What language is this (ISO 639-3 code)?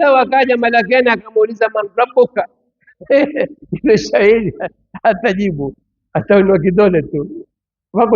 swa